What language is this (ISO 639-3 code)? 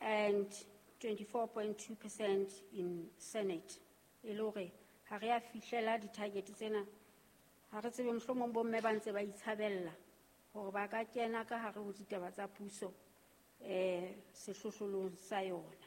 sot